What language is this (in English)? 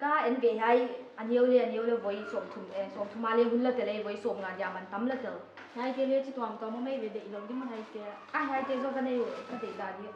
Paite Chin